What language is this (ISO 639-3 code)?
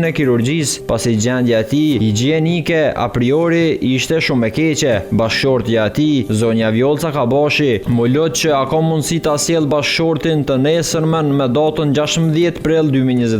sqi